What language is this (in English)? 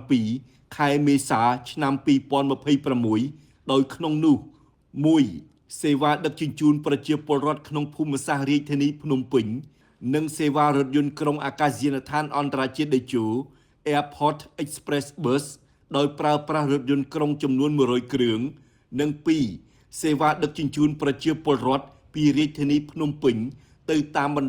Khmer